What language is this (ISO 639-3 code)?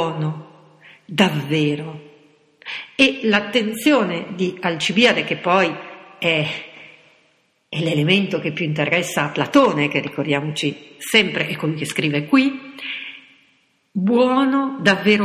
ita